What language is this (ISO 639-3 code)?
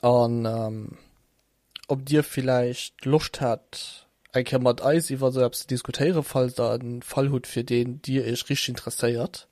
ltz